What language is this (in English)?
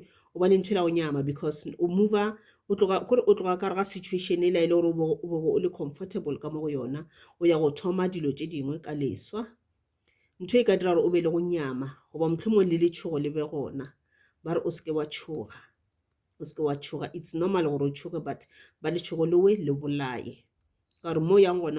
Northern Sotho